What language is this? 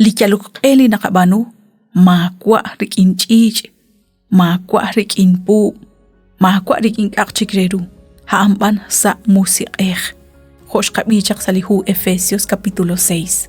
Kekchí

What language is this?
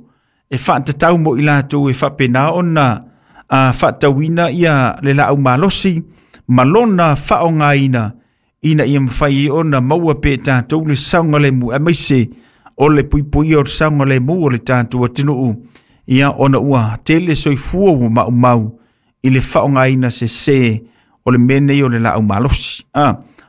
Samoan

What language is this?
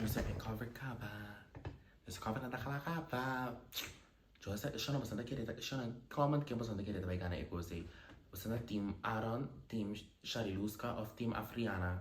Papiamento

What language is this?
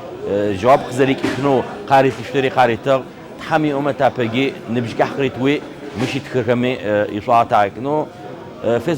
Adyghe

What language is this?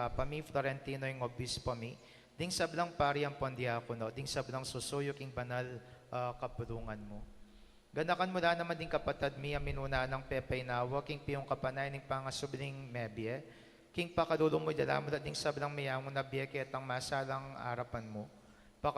Pampanga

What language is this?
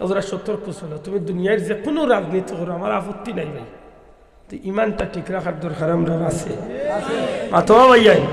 Sylheti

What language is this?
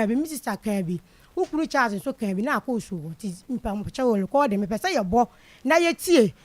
Akan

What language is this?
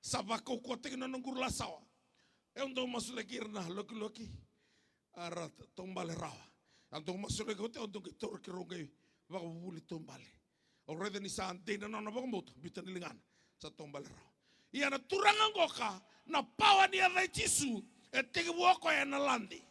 Fijian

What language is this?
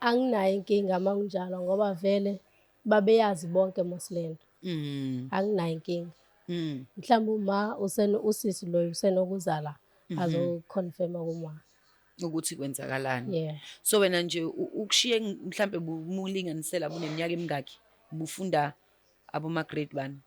Zulu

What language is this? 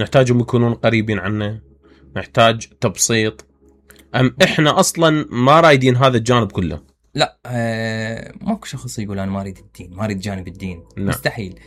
Mesopotamian Arabic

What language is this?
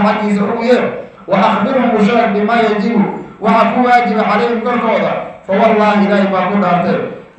Somali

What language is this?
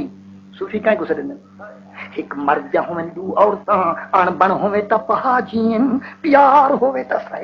Saraiki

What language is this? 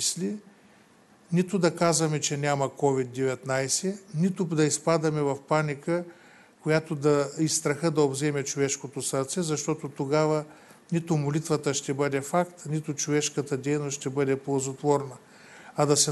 Bulgarian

